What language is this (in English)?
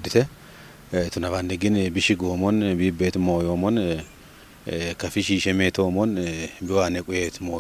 Kafa